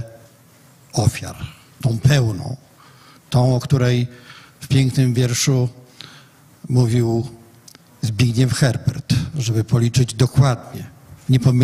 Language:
Polish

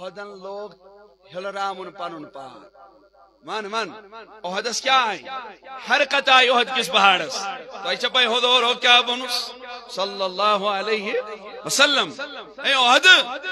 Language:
Kashmiri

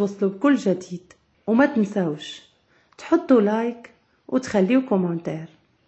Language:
Moroccan Arabic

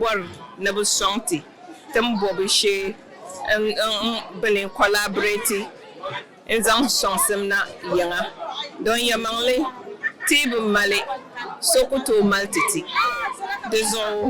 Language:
Dagbani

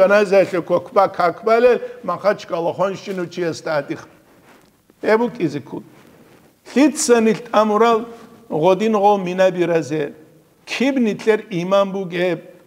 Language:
Avaric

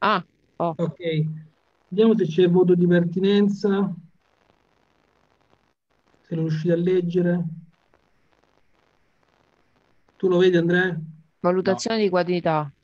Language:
Italian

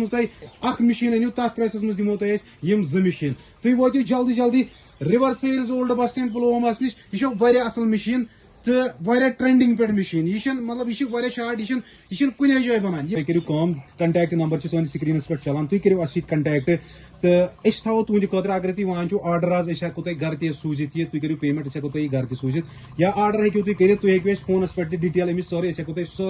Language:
Kashmiri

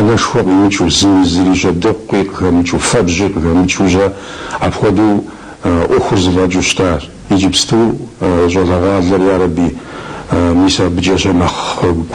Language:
Kabardian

